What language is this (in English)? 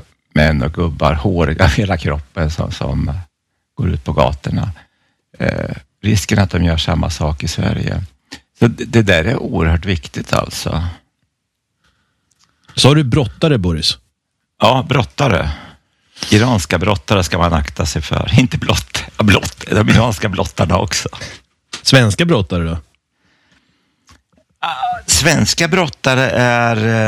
Swedish